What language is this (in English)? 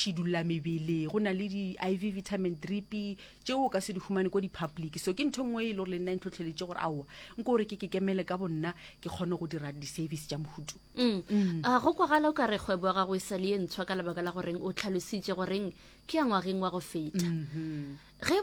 Northern Sotho